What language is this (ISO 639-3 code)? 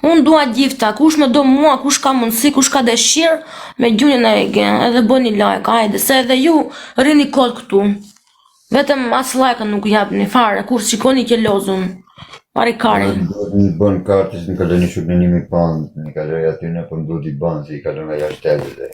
sqi